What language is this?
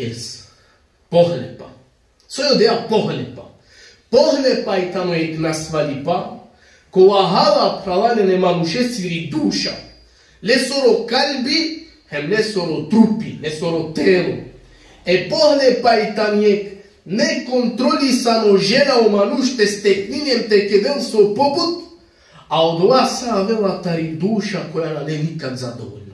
Balkan Romani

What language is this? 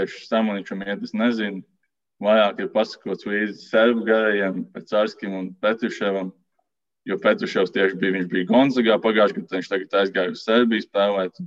Latvian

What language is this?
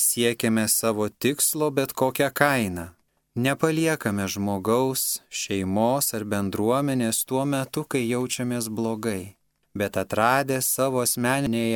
Lithuanian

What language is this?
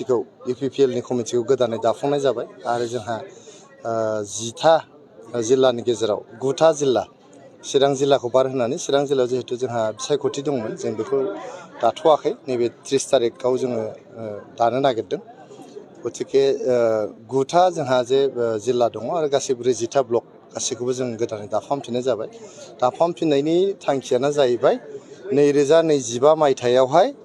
Bodo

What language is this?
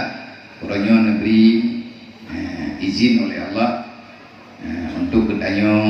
Achinese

